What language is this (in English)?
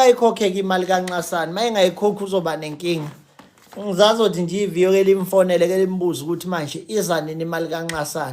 Zulu